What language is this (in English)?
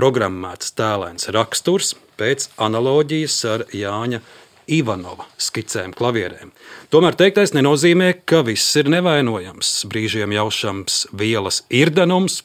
Latvian